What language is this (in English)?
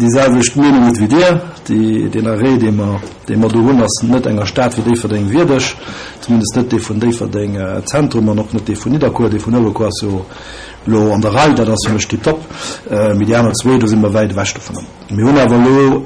Luxembourgish